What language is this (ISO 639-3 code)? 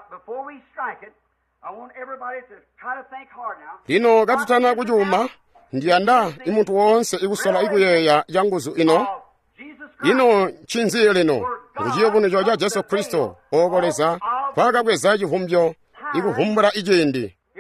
toi